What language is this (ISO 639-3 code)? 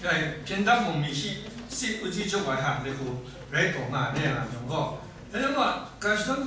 kac